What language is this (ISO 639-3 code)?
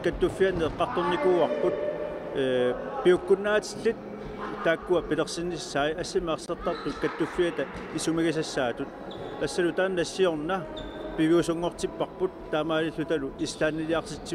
kal